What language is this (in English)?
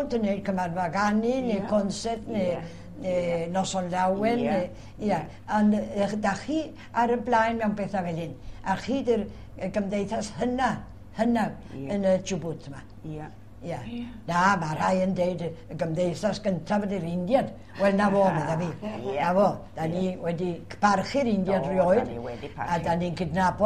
Welsh